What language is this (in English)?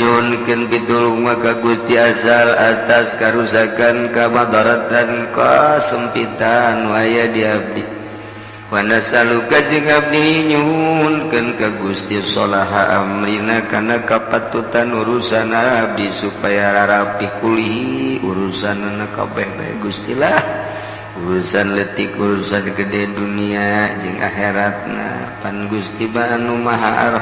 Sundanese